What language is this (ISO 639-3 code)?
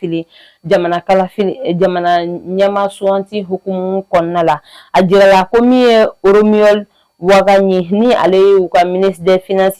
bam